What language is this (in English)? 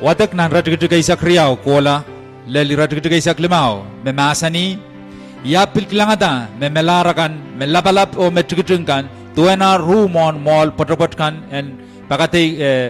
Pohnpeian